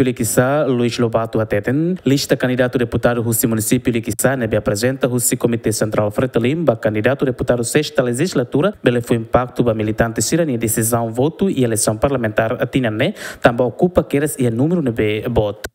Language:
Tetum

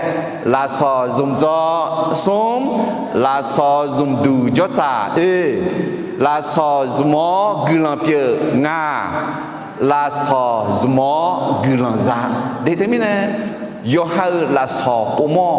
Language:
Akha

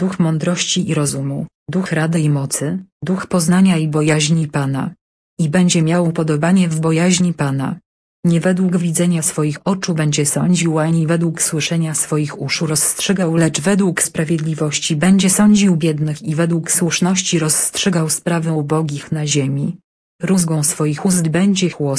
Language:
Polish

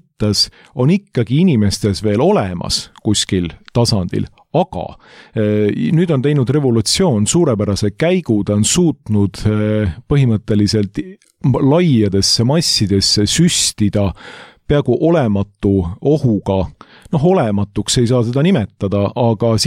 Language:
Estonian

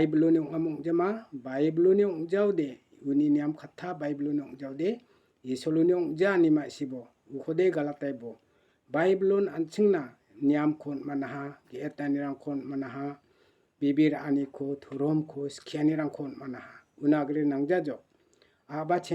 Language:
Garo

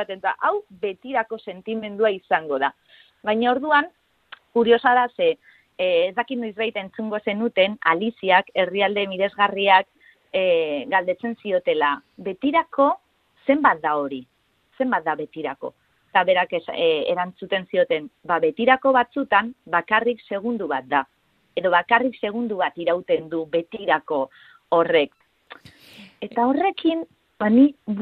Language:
Basque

